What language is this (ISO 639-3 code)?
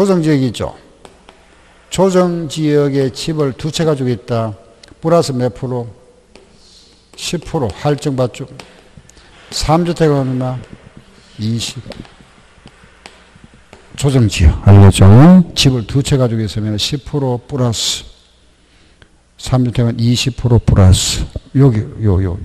kor